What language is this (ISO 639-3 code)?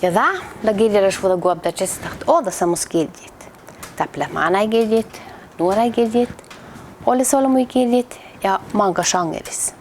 sme